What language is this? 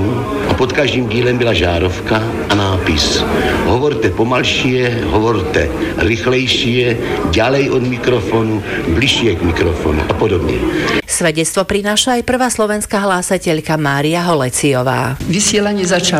Slovak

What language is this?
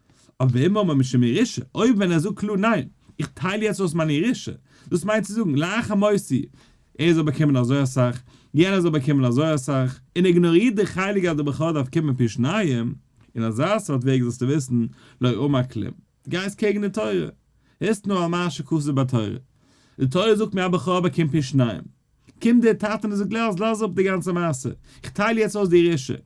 Yiddish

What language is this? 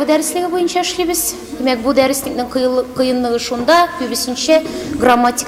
Tatar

